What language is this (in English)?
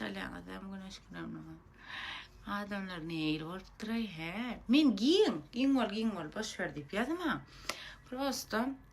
Turkmen